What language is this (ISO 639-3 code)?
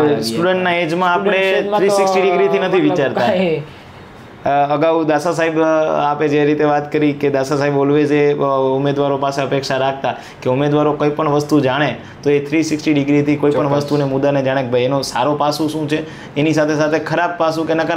guj